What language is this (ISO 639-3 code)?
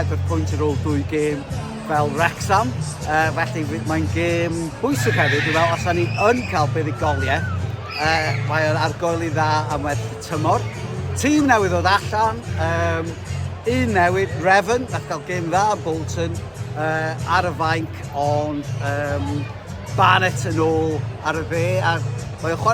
cym